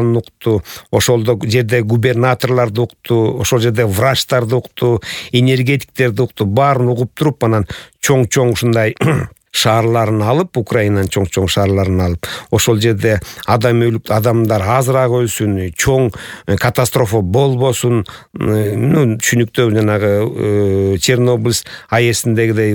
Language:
Kyrgyz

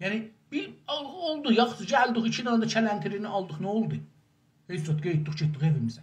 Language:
South Azerbaijani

